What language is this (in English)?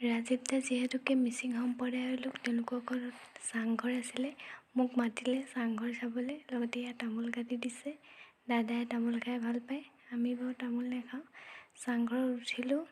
Assamese